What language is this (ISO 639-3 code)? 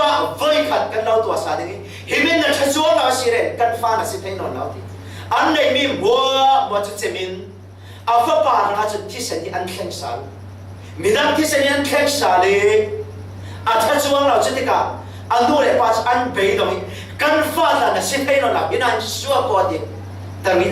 cfm